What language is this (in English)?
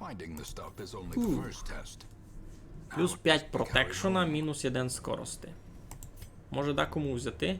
Rusyn